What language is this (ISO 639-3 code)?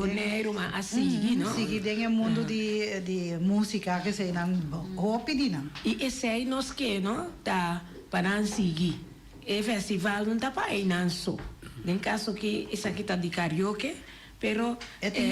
pap